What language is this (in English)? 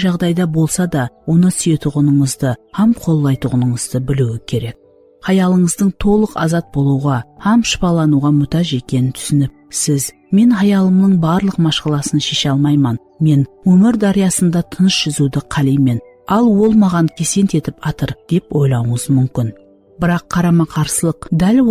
Kara-Kalpak